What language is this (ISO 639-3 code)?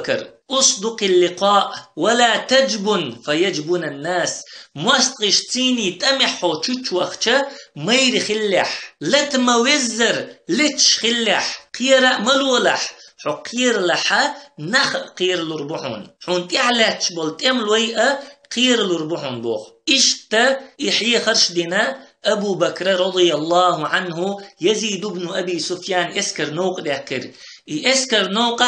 che